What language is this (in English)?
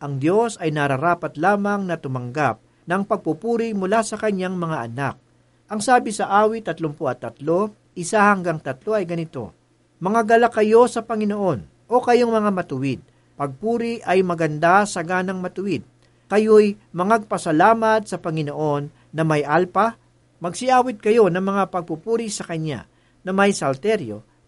Filipino